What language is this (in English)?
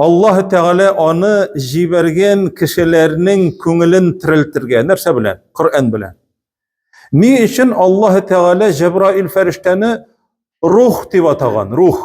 Tatar